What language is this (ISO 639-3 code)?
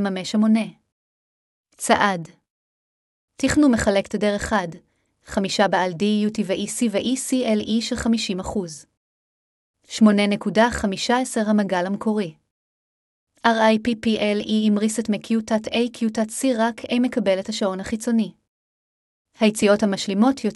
heb